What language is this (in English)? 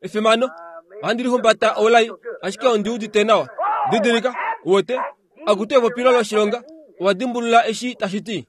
Kuanyama